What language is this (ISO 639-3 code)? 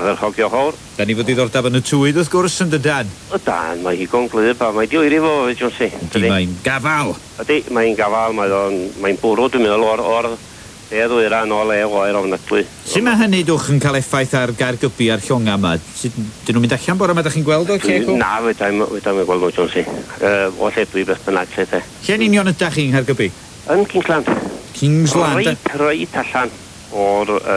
cym